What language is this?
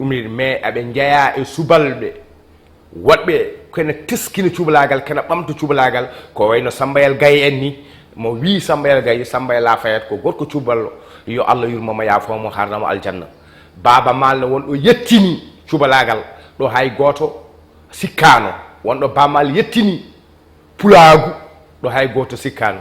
Fula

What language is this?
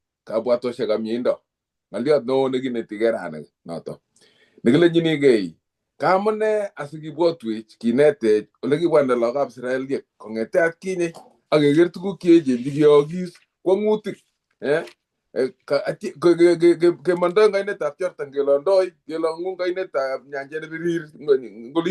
Kalenjin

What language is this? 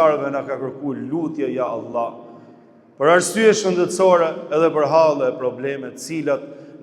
Albanian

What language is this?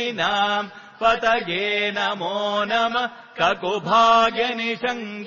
Sanskrit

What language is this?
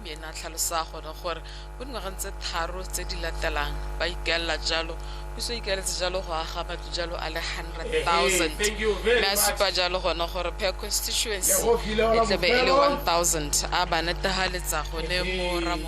Tswana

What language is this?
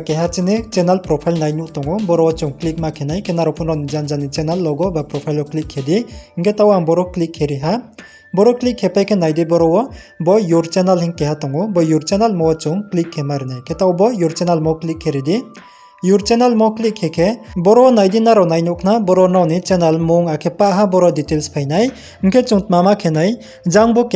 Riang (India)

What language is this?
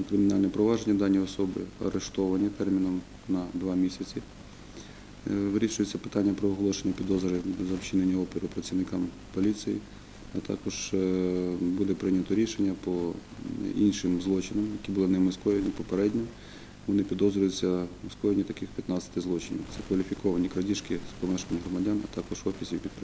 Ukrainian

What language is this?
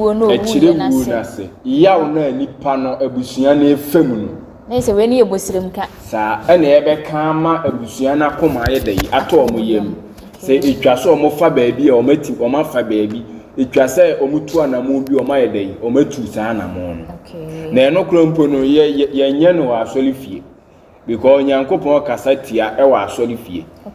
Akan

